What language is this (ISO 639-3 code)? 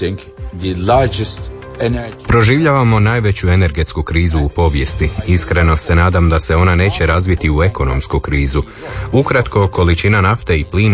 hrv